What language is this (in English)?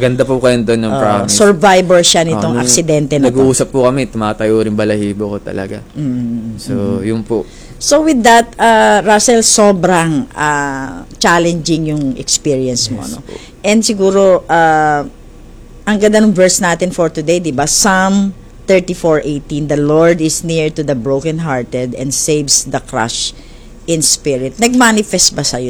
Filipino